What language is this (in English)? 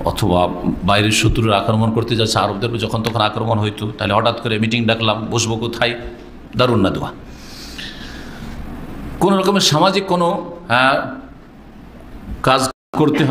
Bangla